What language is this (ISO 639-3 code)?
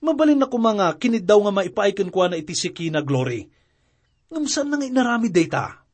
ilo